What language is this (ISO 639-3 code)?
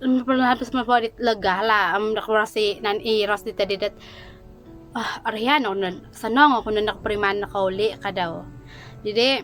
dtp